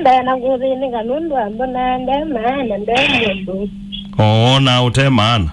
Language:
Kamba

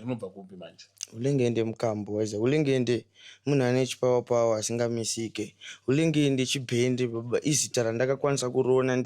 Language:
Shona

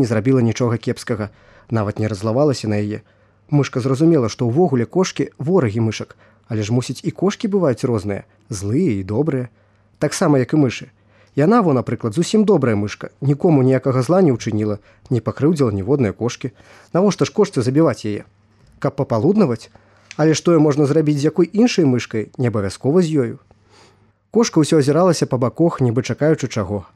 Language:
Belarusian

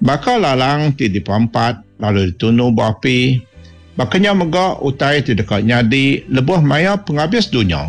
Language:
Iban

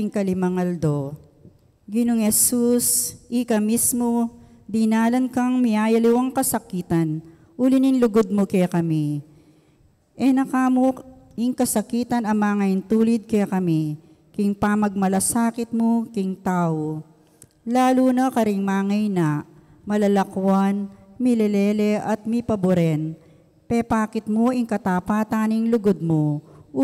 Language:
Pampanga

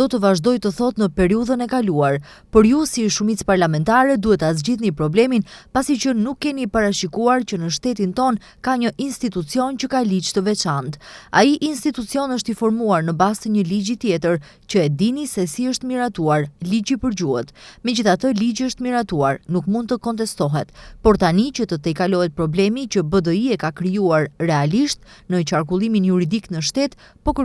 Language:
Albanian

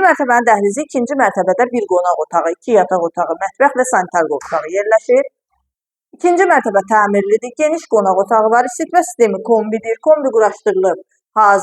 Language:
Azerbaijani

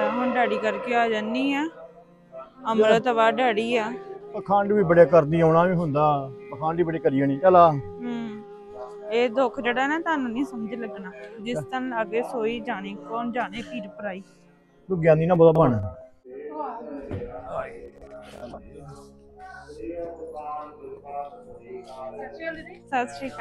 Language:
Punjabi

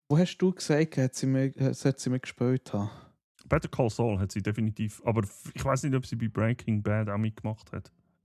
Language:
Swiss German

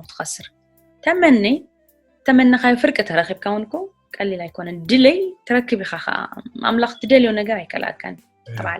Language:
Tigrinya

